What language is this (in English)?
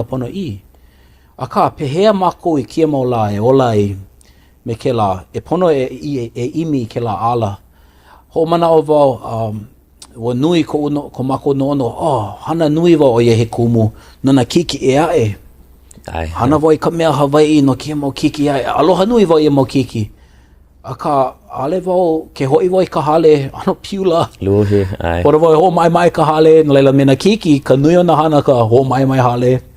Hawaiian